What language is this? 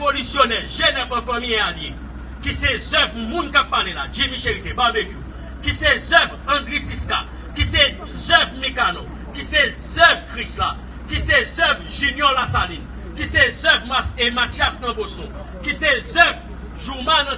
Haitian Creole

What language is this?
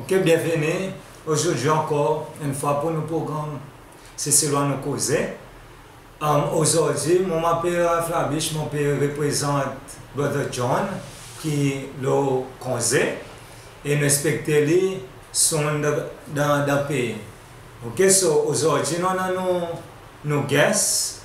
Seselwa Creole French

